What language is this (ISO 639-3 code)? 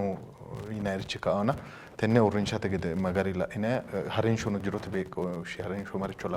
sid